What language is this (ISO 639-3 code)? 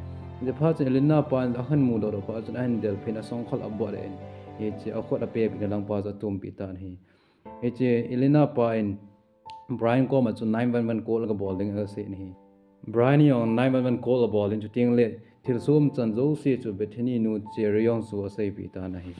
tcz